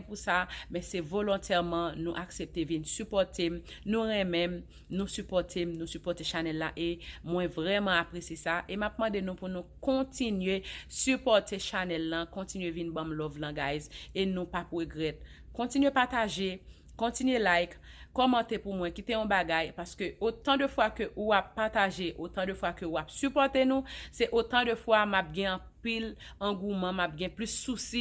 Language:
Haitian Creole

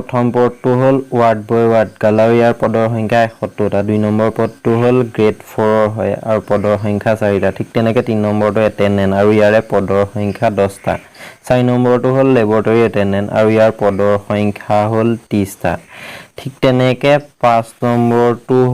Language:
Assamese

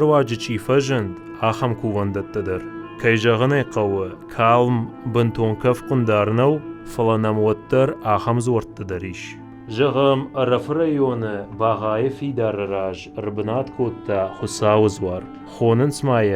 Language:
Ossetic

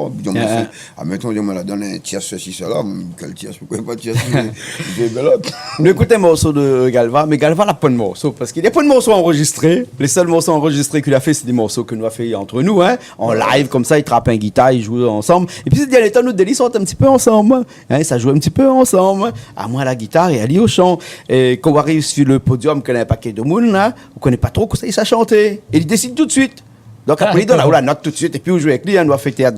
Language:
Réunion Creole French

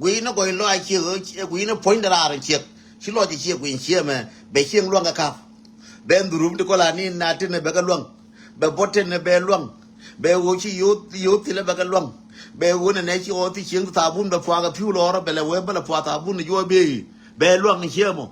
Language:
Nuer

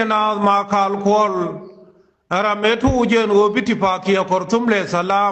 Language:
Nuer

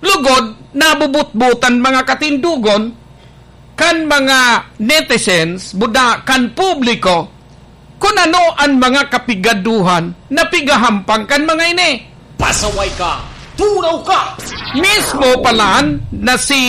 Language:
Bikol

